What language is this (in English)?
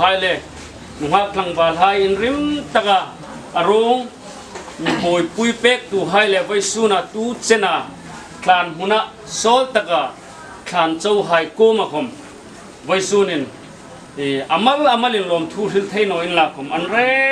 Hmar